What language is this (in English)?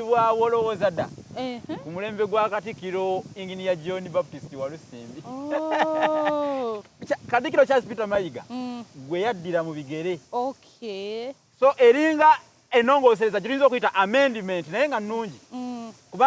Ganda